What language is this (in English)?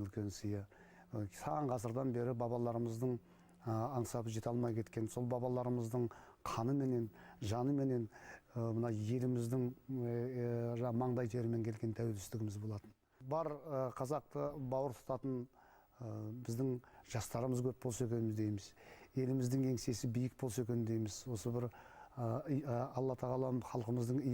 Kazakh